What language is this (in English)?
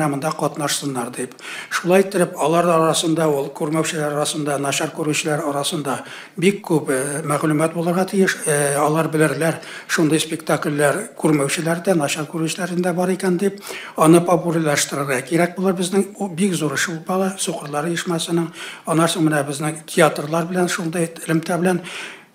Tatar